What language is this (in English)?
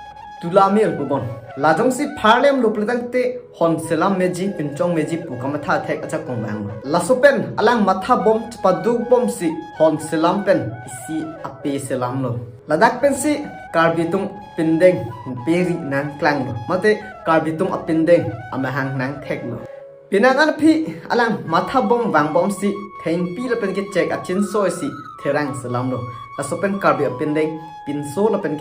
Karbi